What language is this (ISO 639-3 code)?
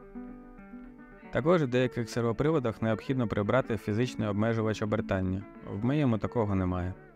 ukr